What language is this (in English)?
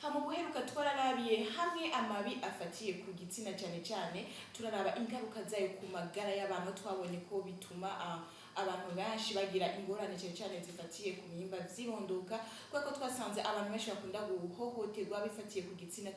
Rundi